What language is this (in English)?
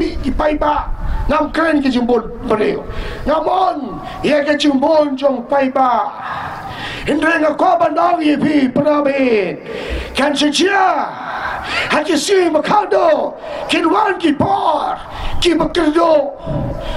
Khasi